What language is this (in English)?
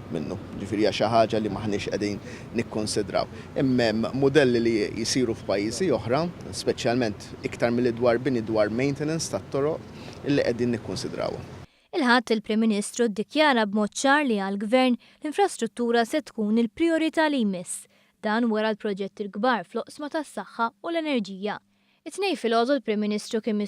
Maltese